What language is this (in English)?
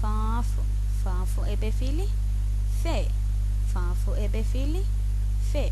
Divehi